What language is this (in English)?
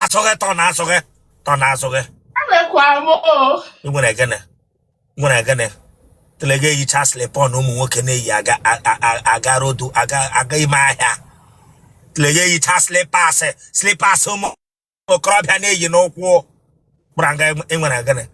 Igbo